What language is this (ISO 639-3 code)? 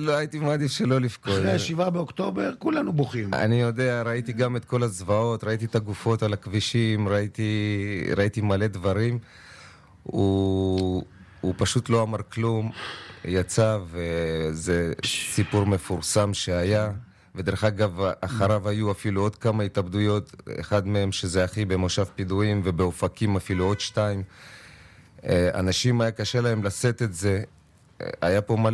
heb